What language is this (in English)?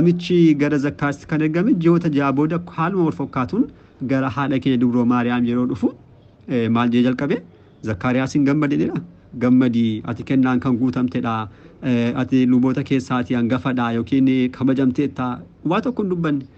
Oromo